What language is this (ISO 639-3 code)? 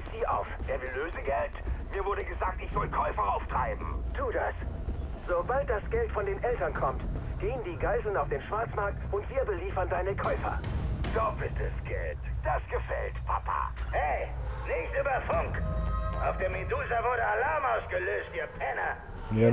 gsw